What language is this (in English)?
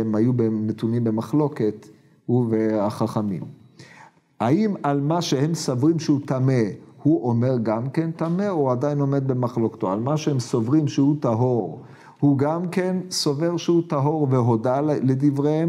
Hebrew